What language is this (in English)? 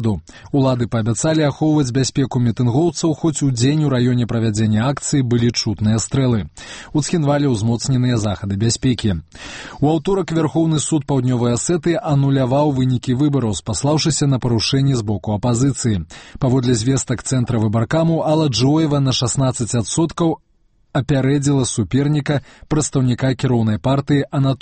Belarusian